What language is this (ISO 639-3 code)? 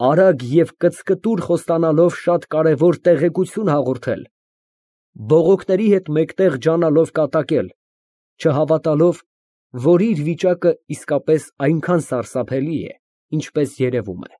hye